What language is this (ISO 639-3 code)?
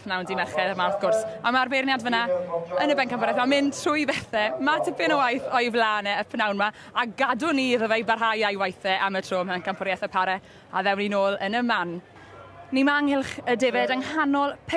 cym